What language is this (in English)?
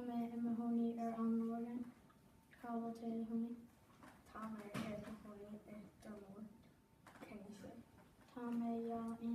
Irish